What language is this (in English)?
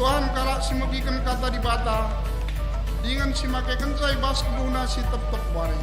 Batak Karo